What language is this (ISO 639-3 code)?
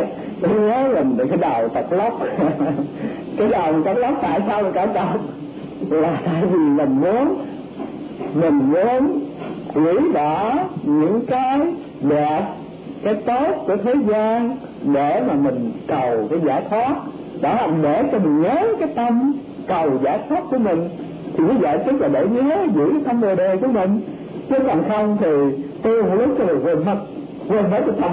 vie